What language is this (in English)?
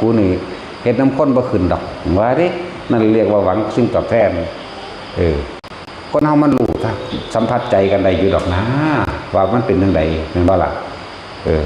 Northeastern Thai